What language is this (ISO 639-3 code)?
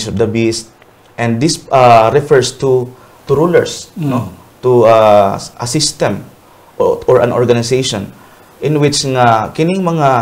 hil